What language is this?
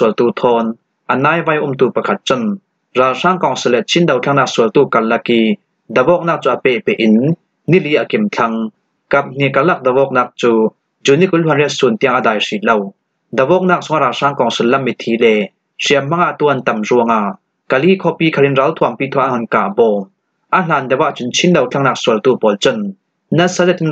Falam Chin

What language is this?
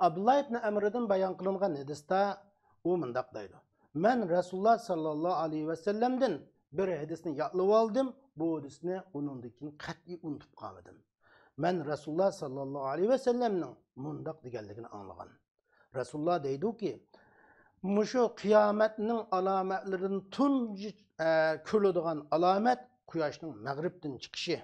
Uyghur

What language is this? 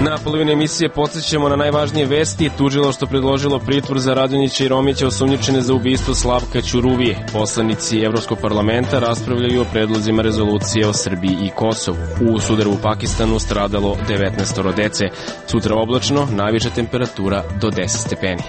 Serbian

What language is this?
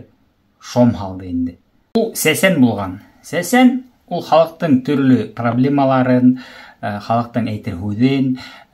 Bashkir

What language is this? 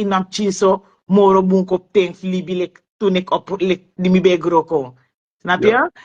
Sranan Tongo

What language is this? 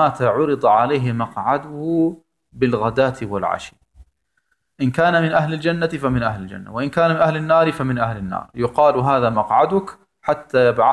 German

